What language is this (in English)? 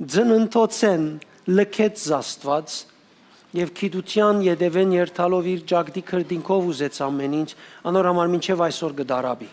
Western Armenian